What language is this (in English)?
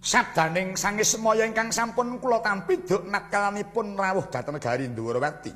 Javanese